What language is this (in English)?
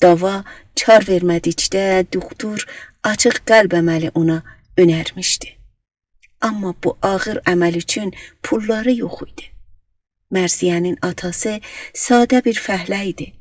South Azerbaijani